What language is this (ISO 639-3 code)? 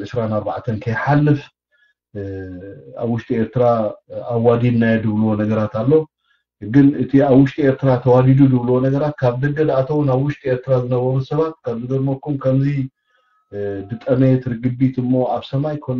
tir